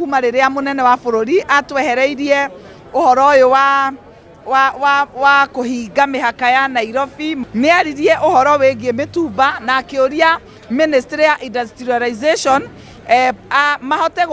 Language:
Kikuyu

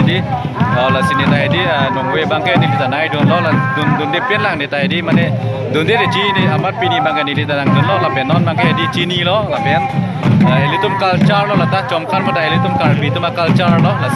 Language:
Karbi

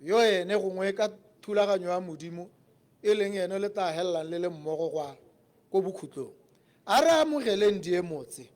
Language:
Tswana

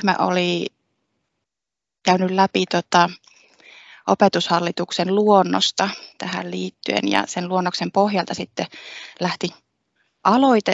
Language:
Finnish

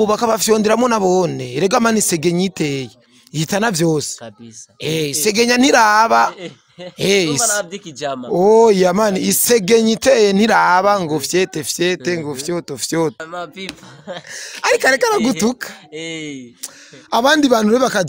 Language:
Rundi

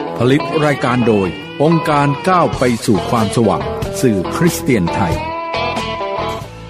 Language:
Thai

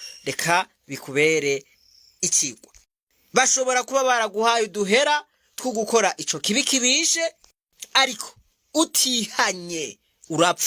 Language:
Rundi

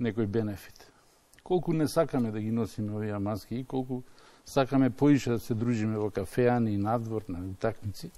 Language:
Macedonian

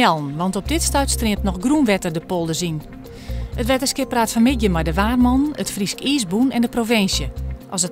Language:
Western Frisian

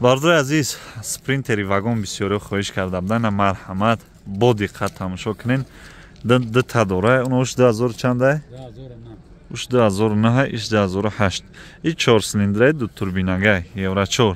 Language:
Tajik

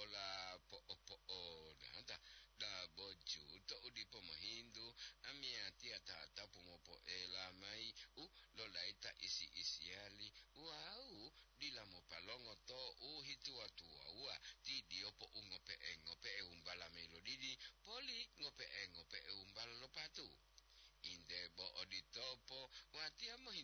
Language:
Gorontalo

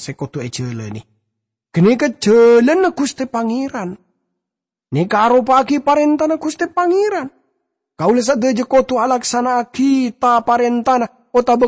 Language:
Madurese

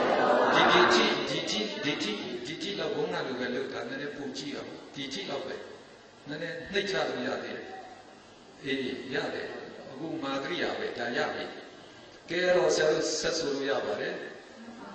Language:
Burmese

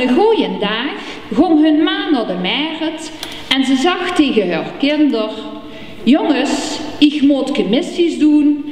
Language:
Limburgish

